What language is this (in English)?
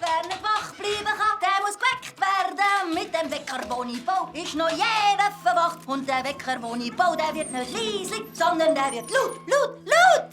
Swiss German